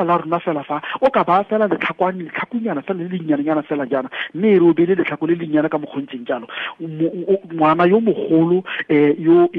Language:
Tswana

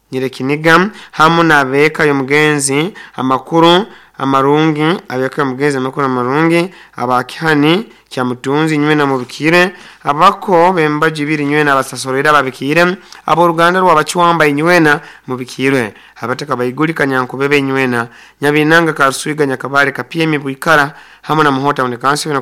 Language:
Nyoro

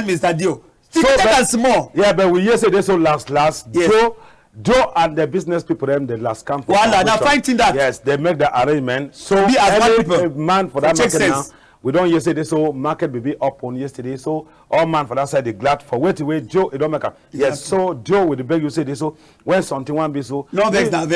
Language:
Cameroon Pidgin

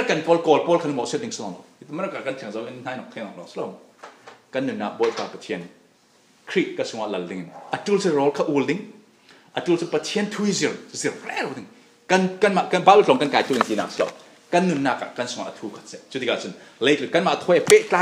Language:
Falam Chin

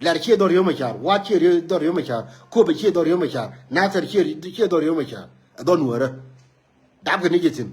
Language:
Nuer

